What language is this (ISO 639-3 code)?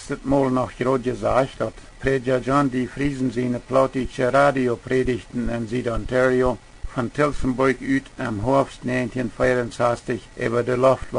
pdt